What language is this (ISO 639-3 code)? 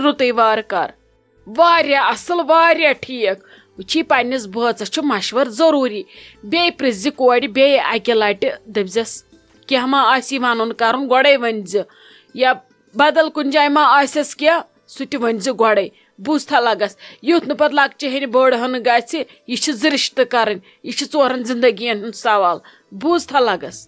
kas